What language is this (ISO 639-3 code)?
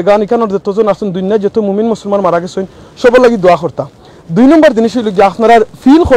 syl